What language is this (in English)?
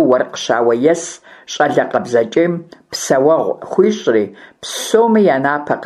Kabardian